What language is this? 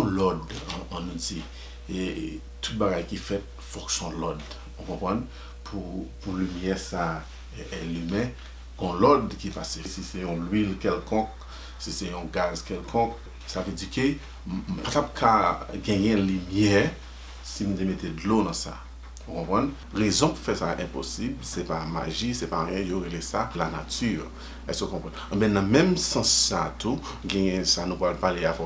Haitian Creole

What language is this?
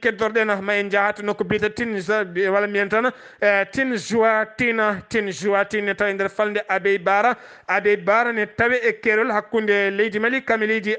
Fula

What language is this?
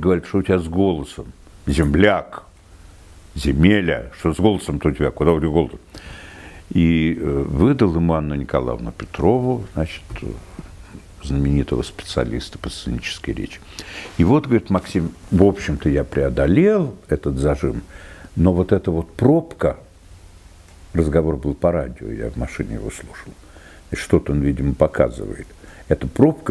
Russian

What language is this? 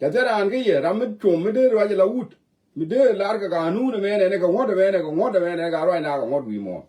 Nuer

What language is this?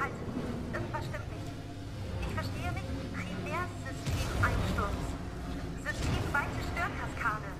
Bavarian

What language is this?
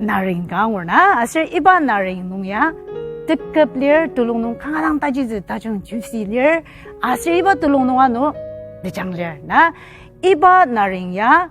Ao Naga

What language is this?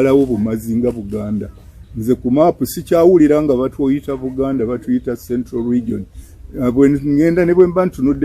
Ganda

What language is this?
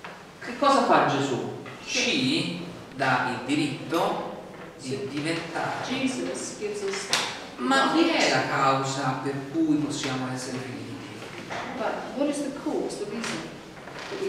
Italian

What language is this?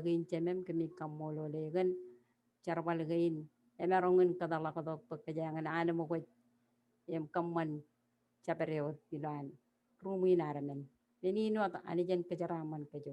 Marshallese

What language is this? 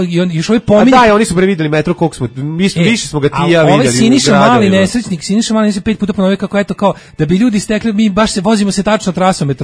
Serbian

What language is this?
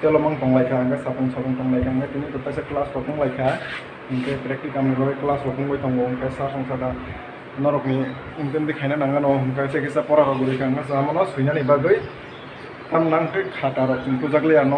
Kok Borok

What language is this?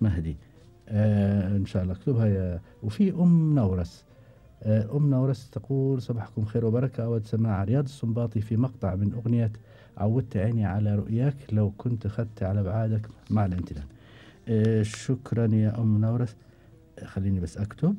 Gulf Arabic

